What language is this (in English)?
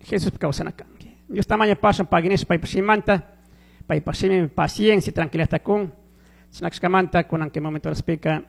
Chimborazo Highland Quichua